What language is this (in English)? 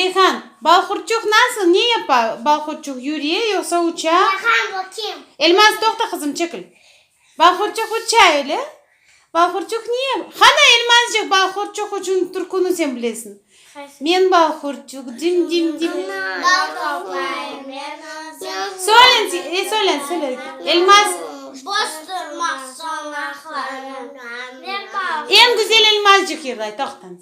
Crimean Tatar